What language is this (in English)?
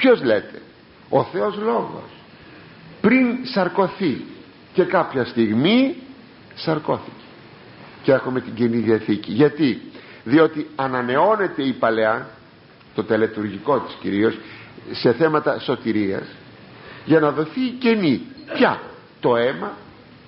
Greek